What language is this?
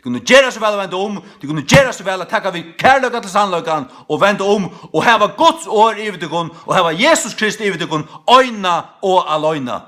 Faroese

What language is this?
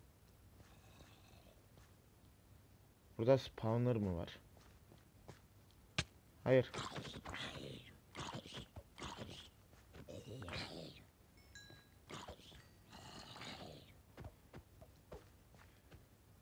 Turkish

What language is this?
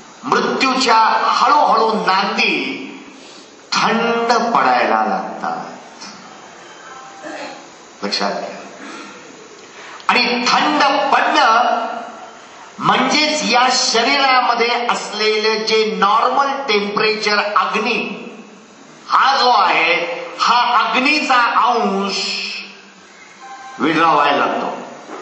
Marathi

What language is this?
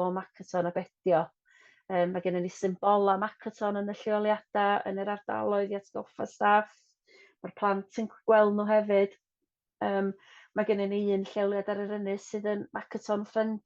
Welsh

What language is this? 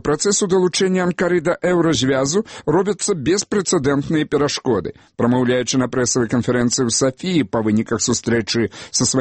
Belarusian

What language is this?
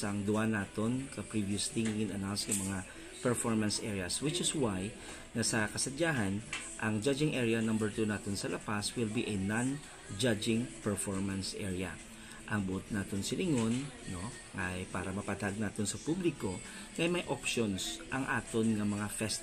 Hiligaynon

